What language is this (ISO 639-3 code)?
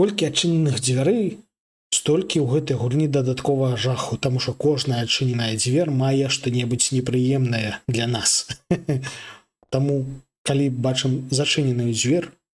bel